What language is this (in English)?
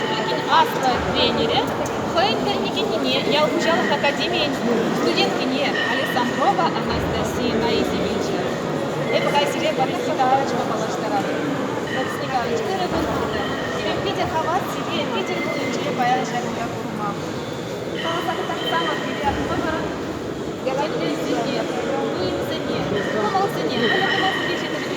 Chuvash